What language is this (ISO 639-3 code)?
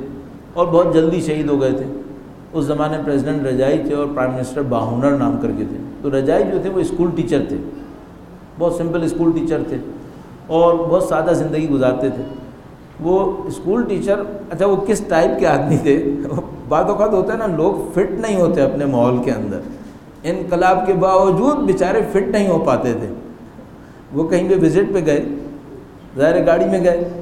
urd